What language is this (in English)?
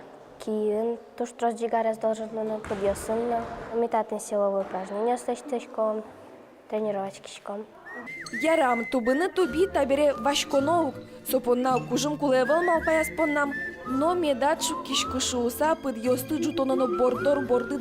Udmurt